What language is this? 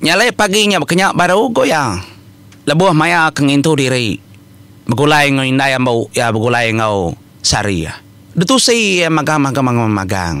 Iban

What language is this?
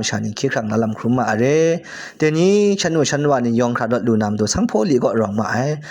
Kachin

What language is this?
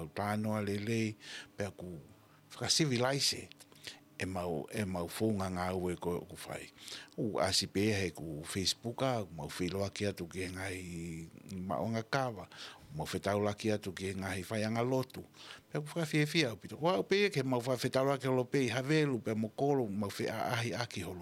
Tongan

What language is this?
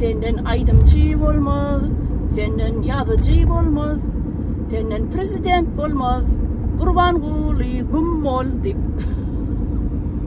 Turkmen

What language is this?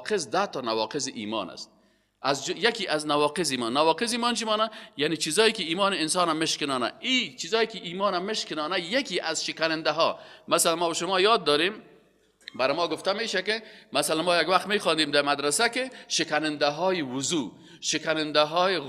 Persian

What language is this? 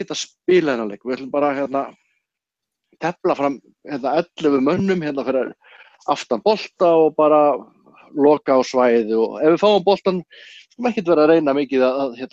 Icelandic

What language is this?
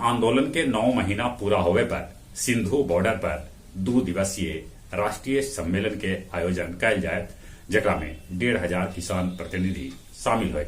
Magahi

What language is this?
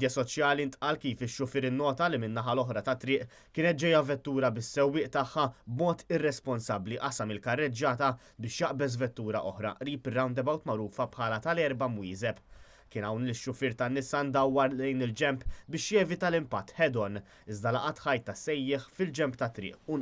Maltese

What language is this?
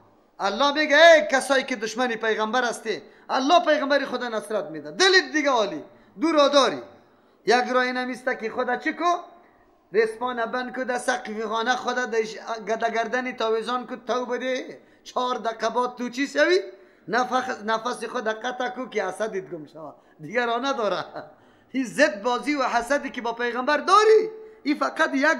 Persian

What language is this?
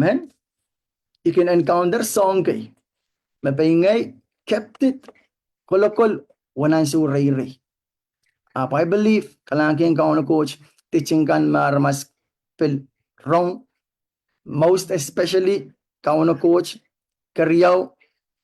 Pohnpeian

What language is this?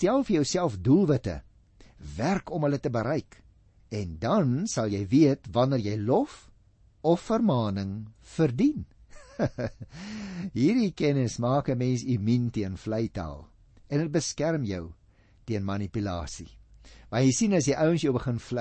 Afrikaans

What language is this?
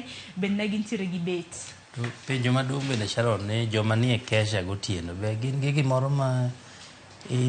Luo (Kenya and Tanzania)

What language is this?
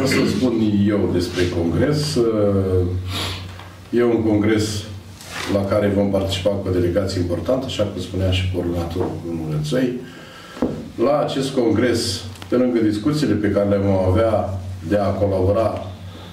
Romanian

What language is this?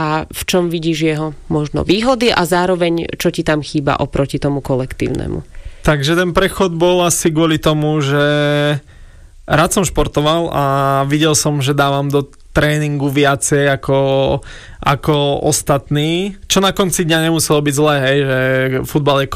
Slovak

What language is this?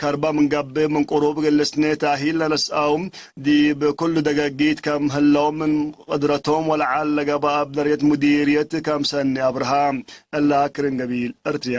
Tigre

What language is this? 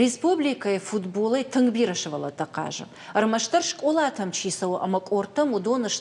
Ossetic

